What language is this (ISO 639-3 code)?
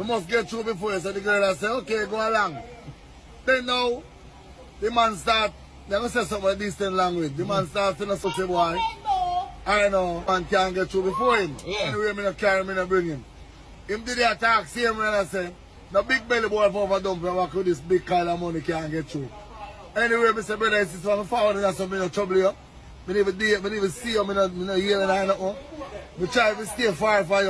jam